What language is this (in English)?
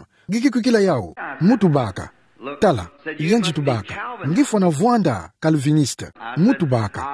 Kituba (Democratic Republic of Congo)